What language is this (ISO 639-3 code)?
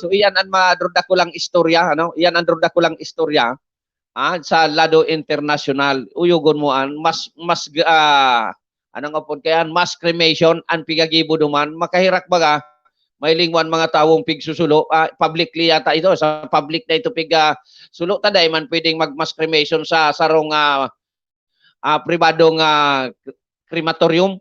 bik